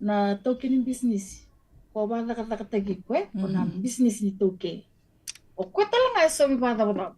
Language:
Fijian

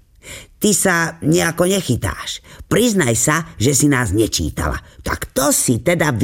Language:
Slovak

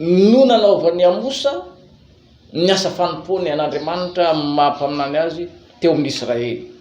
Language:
Malagasy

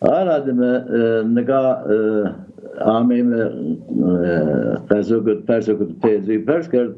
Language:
Zaza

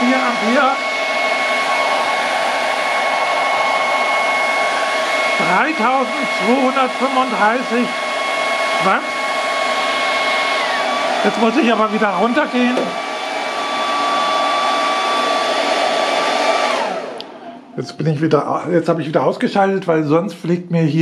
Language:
German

